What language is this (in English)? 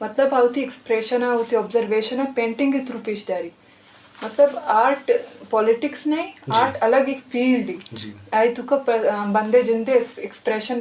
Eastern Balochi